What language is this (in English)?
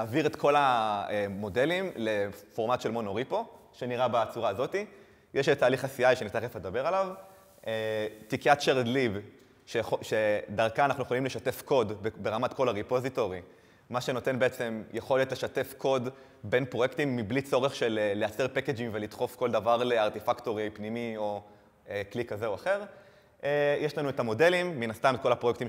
Hebrew